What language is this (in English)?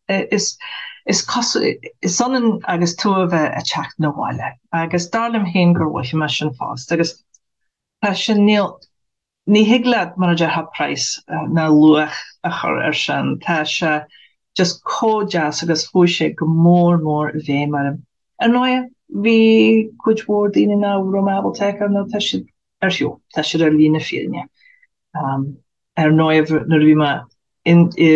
Irish